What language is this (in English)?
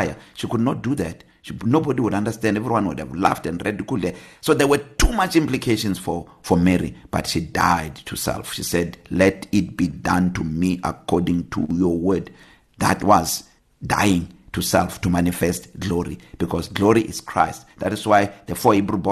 English